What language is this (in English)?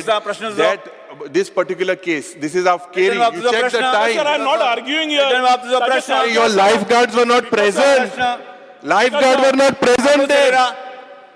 Konkani